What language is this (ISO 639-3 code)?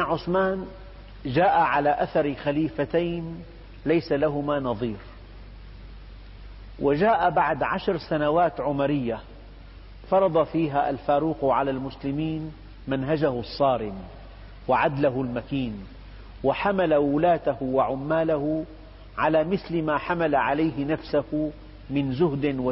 ara